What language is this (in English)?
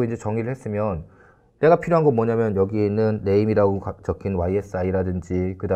Korean